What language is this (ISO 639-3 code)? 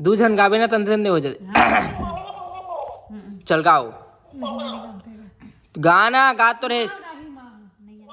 hne